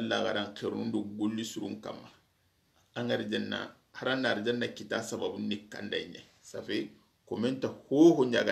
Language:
Soninke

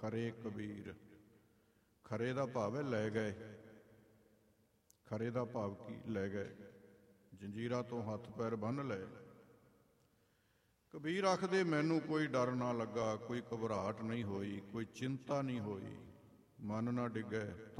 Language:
Punjabi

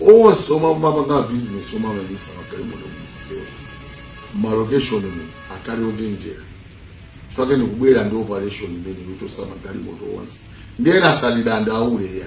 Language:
Nyanja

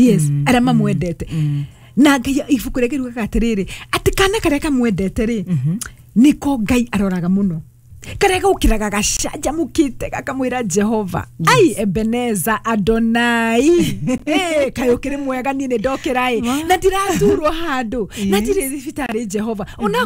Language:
Kikuyu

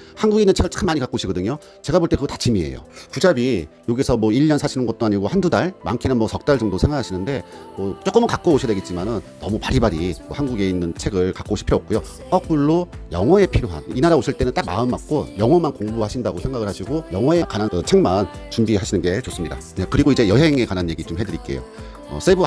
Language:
Korean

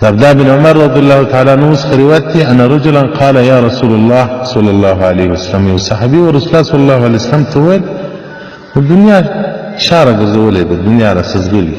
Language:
Pashto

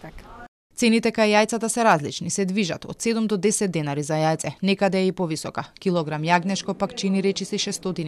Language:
Macedonian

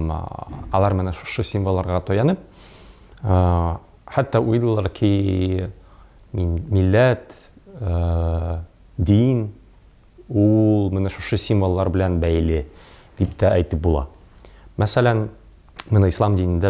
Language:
Tatar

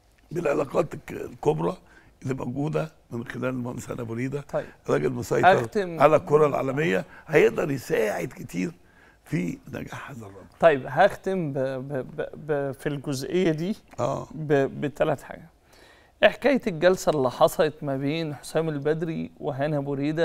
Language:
Egyptian Arabic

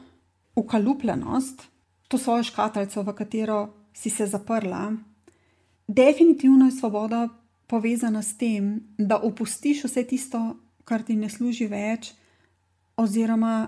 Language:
Slovenian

